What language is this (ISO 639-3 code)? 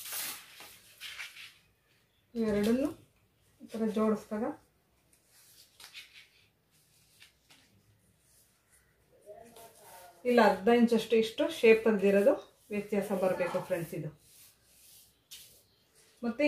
kan